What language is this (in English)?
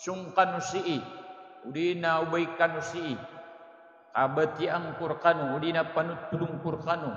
Maranao